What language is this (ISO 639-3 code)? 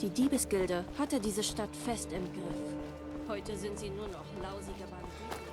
bar